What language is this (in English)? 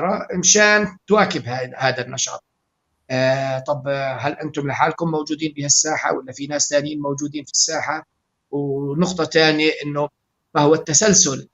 North Levantine Arabic